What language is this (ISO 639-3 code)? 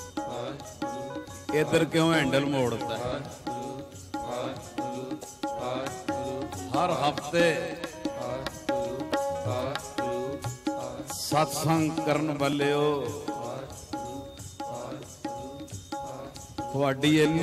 pan